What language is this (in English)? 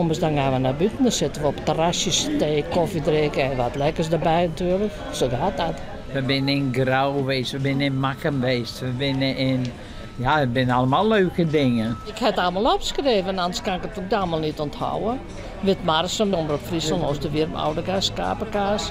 Western Frisian